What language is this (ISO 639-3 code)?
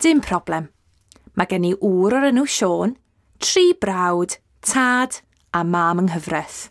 cym